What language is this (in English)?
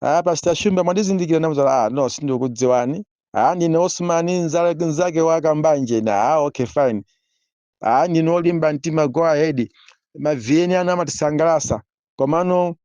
Nyanja